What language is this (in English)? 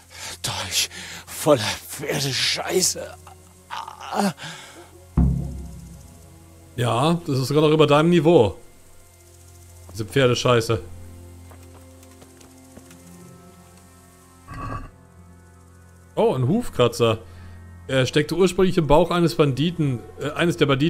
German